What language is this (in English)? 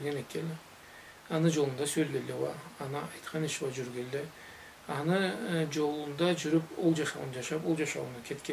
Karachay-Balkar